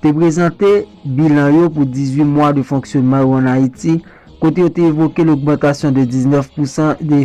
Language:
Haitian Creole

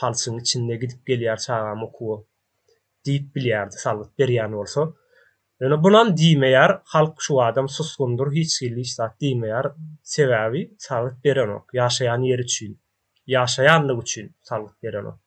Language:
Turkmen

